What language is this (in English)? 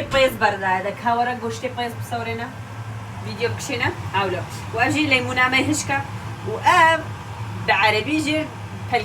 Kurdish